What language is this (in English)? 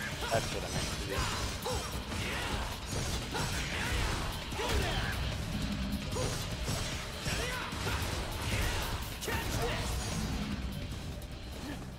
English